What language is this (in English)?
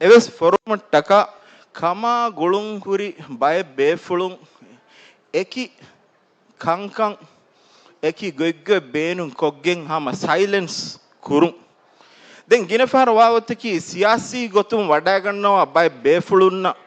Divehi